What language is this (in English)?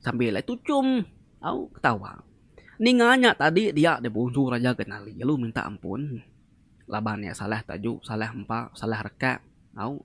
Iban